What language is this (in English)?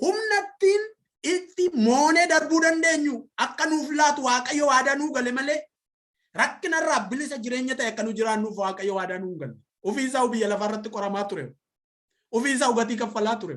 Oromo